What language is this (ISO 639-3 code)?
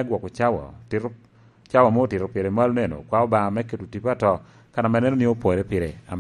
laj